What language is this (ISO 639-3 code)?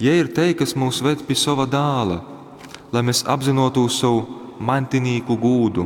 ltg